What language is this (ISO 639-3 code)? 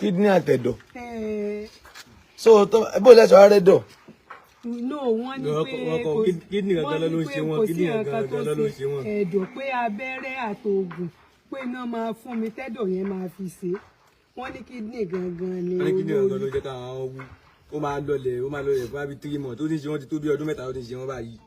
yor